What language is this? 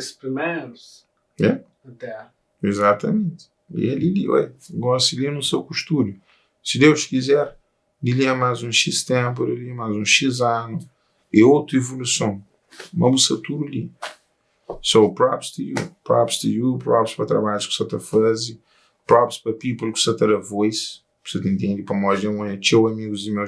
Kabuverdianu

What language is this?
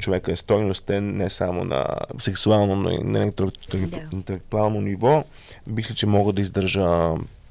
Bulgarian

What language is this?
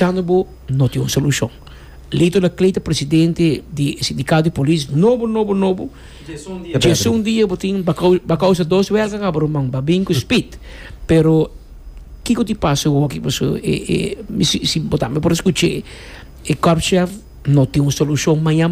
Papiamento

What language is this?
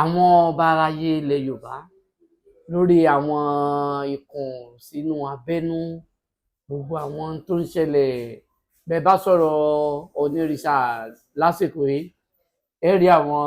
Yoruba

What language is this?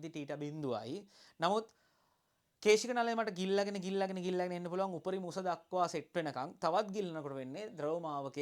Sinhala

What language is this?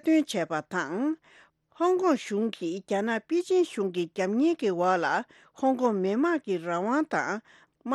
Tibetan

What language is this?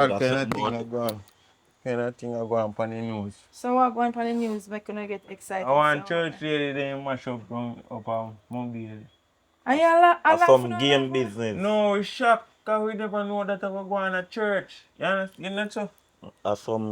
Jamaican Creole English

